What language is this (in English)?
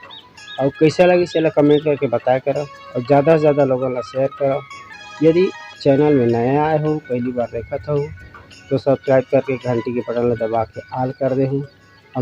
Chhattisgarhi